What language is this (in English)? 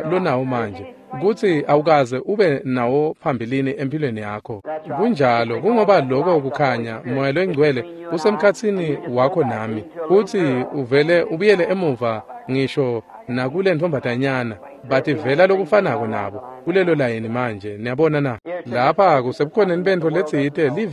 Swati